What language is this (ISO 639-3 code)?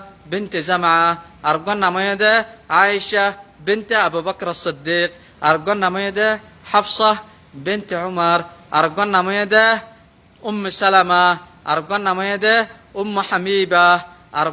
rhg